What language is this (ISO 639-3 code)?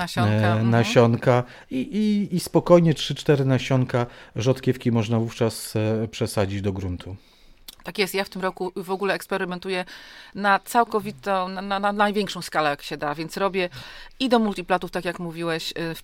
pol